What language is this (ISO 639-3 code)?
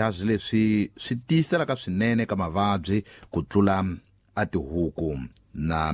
tso